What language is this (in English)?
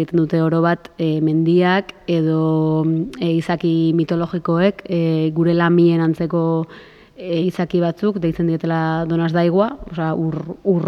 Basque